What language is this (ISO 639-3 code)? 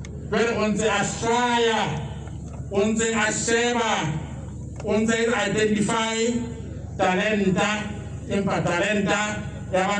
sot